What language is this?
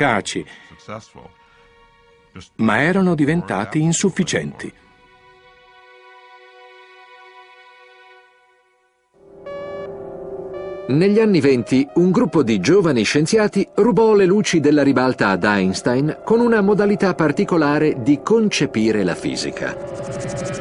Italian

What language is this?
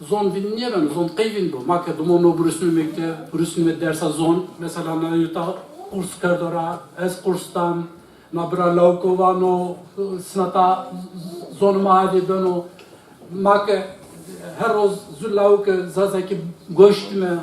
Zaza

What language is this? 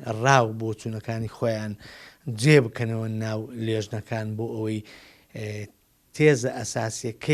Central Kurdish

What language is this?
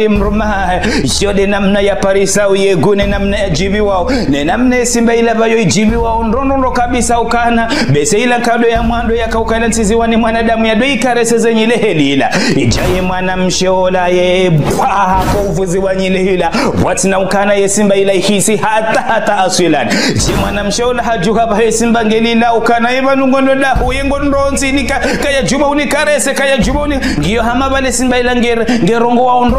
Ngazidja Comorian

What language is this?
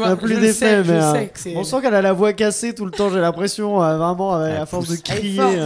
French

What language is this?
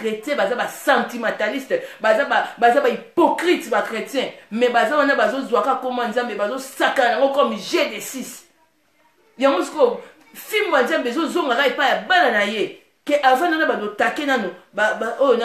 Lingala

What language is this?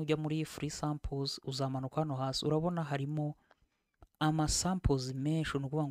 Kinyarwanda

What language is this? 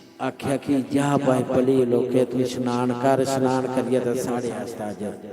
Dogri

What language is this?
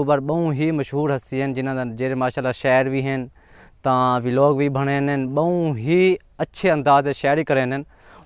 Saraiki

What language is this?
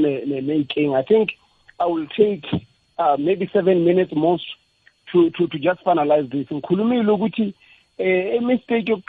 South Ndebele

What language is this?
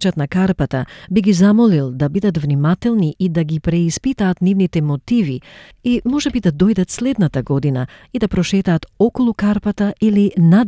Macedonian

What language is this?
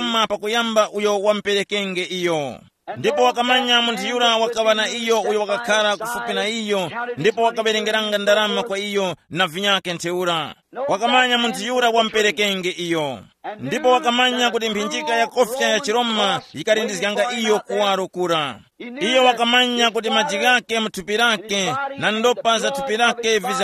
Tumbuka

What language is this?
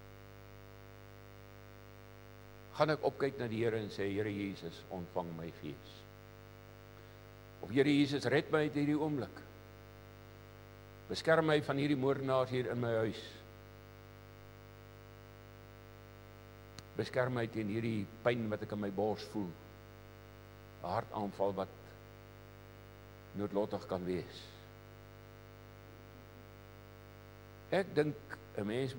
Afrikaans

